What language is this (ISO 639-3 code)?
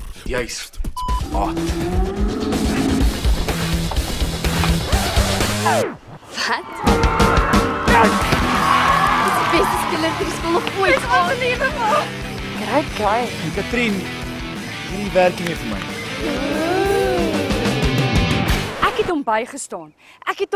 afr